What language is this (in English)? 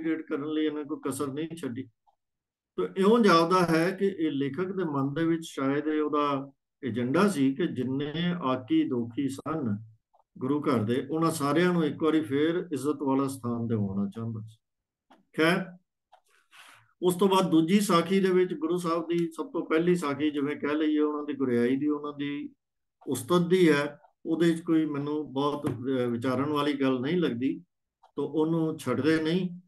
Punjabi